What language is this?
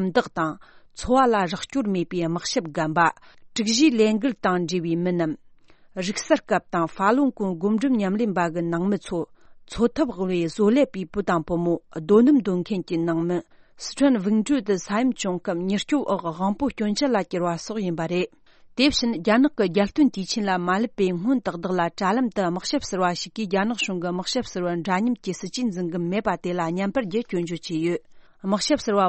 Tibetan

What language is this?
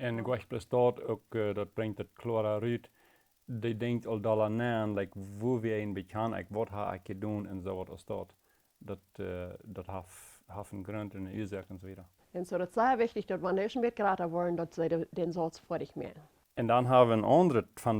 Plautdietsch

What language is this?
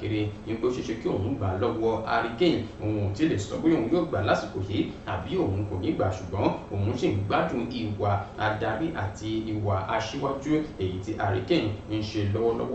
Yoruba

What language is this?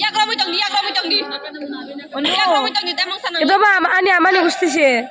Riang (India)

